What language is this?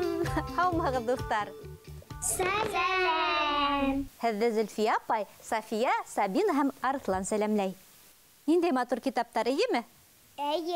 Bashkir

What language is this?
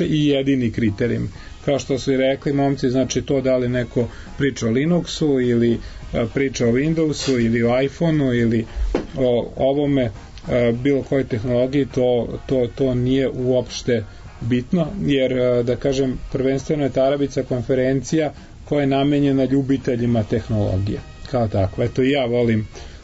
Serbian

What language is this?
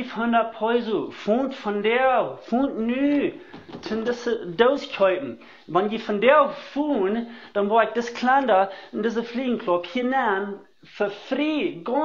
Plautdietsch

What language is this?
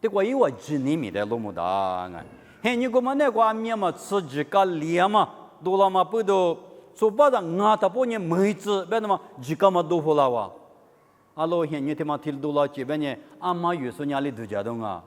Lisu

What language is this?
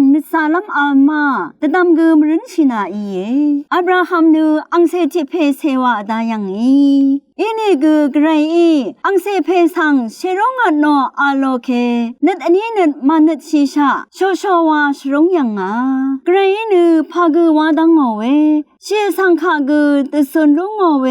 Rawang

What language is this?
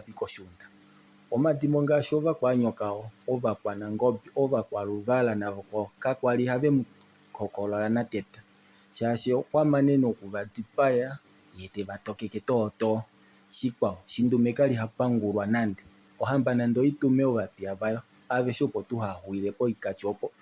Kuanyama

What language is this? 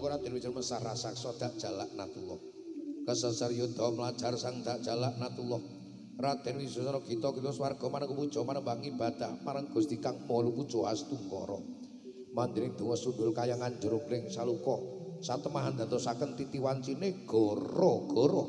Javanese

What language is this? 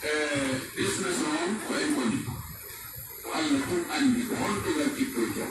Pular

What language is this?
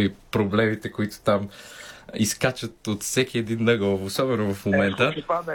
Bulgarian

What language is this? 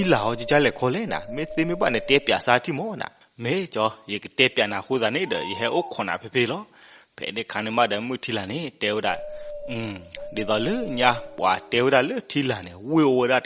S'gaw Karen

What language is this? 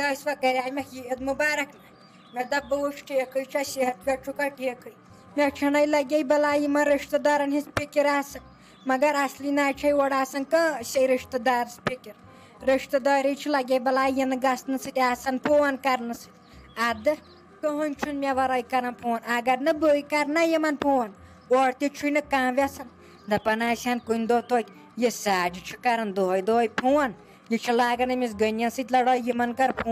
Kashmiri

